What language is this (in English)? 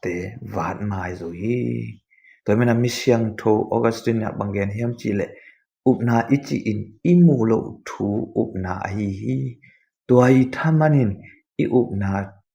Tedim Chin